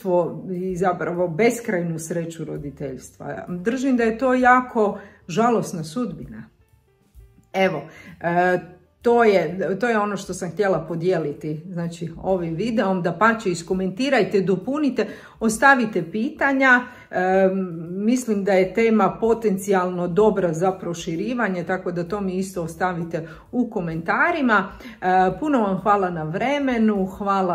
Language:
Croatian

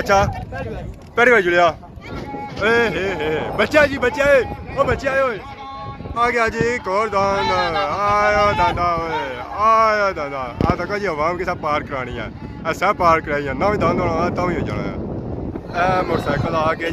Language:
Pahari-Potwari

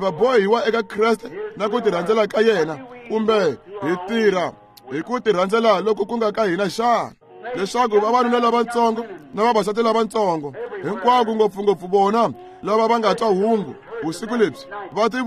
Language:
Tsonga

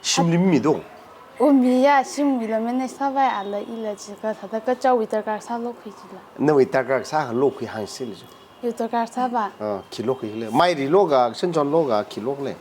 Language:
Tangkhul Naga (India)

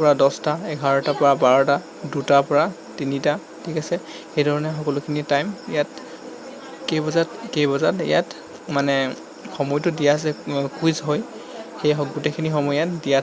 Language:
Assamese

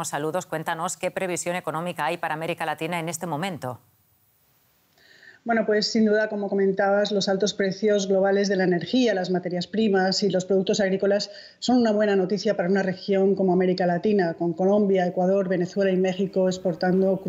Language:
Spanish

